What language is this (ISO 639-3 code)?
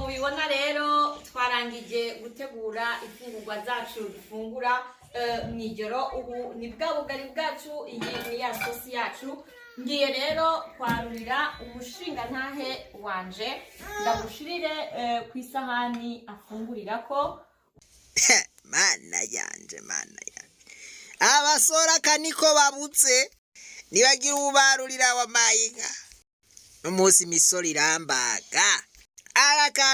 run